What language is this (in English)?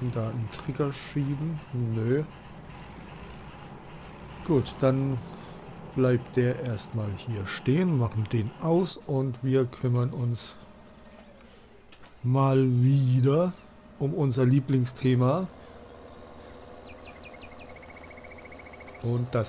German